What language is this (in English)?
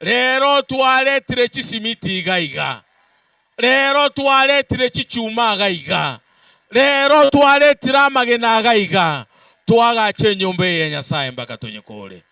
Gusii